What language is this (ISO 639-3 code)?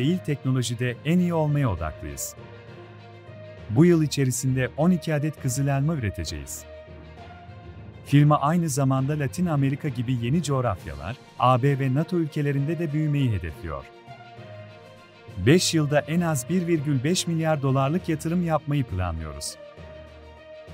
tur